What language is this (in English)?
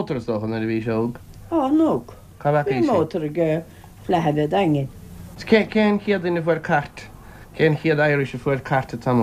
Irish